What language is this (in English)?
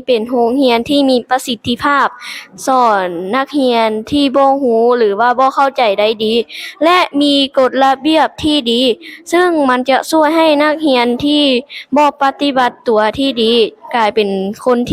Lao